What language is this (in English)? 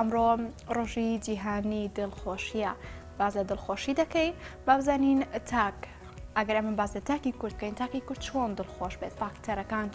Central Kurdish